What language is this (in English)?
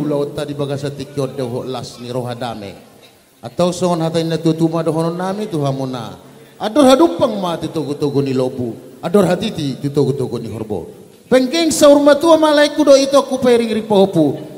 Batak Toba